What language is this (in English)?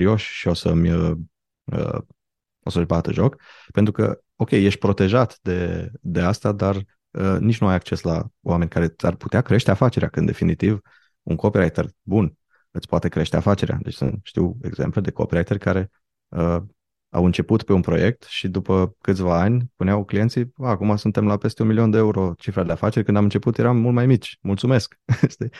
Romanian